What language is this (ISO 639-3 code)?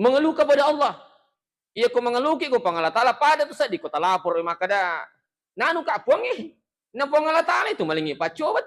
bug